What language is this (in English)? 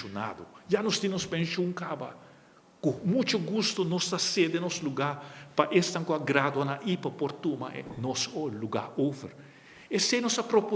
Papiamento